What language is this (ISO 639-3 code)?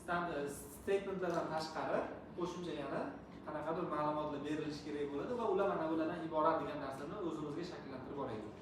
uzb